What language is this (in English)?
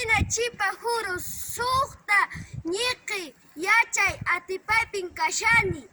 Quechua